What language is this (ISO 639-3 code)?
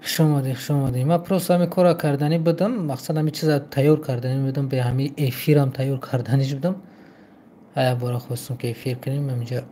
tgk